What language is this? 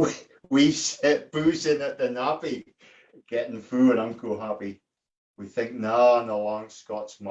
Scots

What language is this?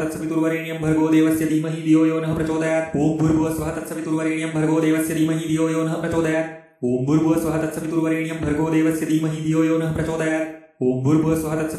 Sanskrit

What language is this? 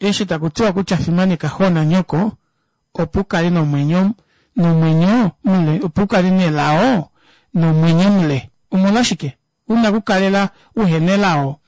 Kuanyama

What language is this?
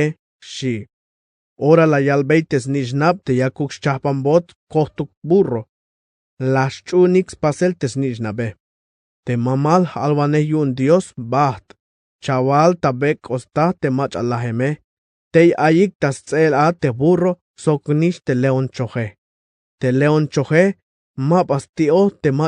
Tzeltal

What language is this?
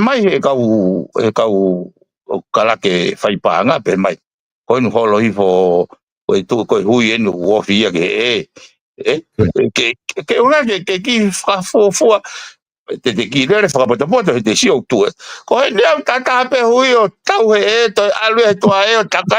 Tongan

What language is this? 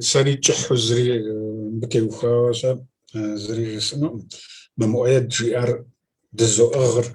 Kabardian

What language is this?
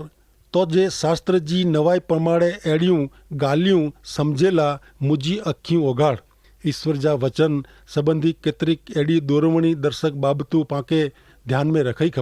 Kachhi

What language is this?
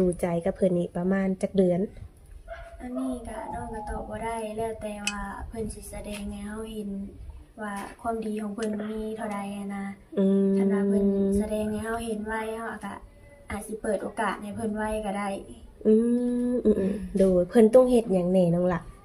Lao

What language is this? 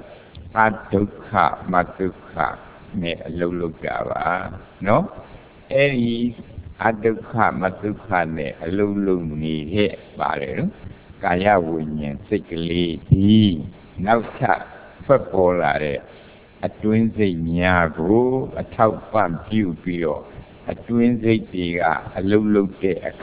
Burmese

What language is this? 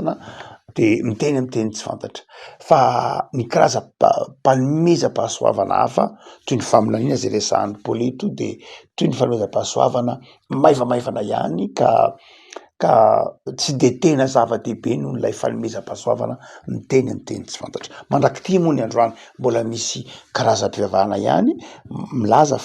Malagasy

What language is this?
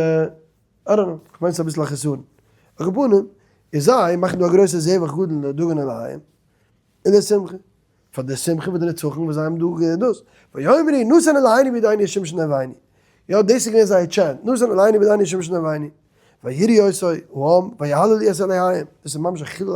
Yiddish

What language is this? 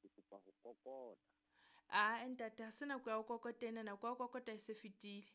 Southern Sotho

